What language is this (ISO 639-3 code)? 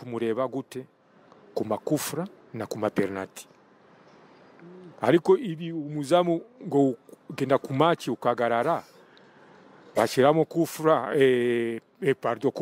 kin